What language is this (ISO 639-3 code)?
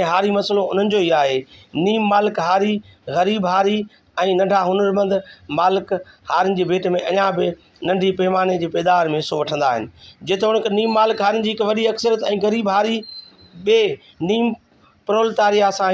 snd